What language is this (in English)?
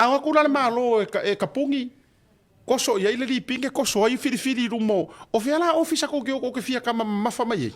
Samoan